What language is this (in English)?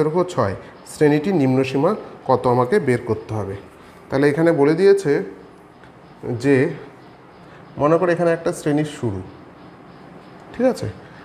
Bangla